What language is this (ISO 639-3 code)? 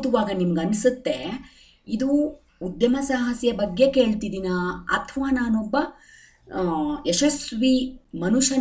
kan